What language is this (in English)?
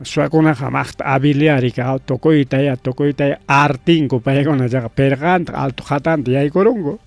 Ayacucho Quechua